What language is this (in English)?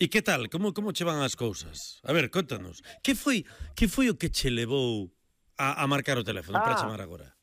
Galician